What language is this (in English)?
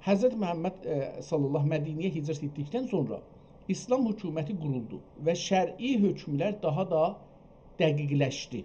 South Azerbaijani